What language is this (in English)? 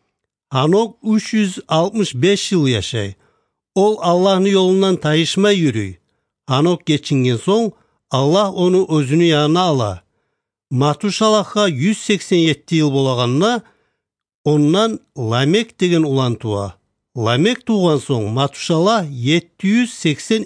Kumyk